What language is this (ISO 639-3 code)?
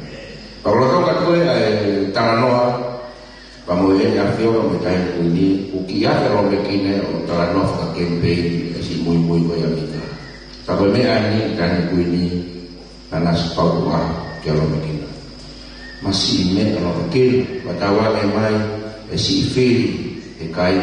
ton